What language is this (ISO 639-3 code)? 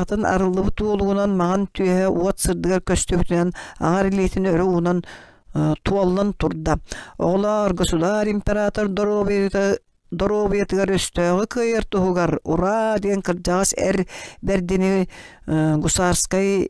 sah